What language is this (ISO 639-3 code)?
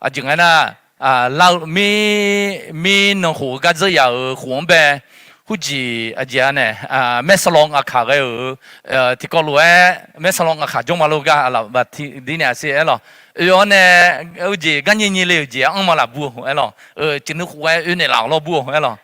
ahk